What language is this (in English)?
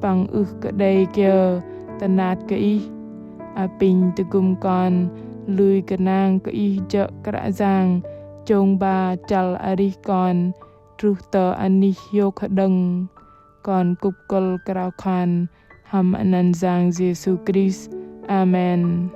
Bahnar